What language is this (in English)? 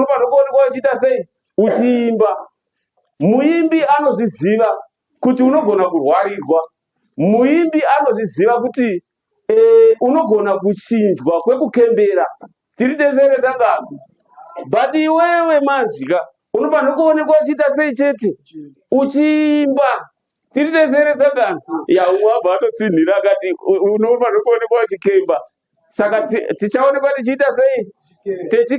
Shona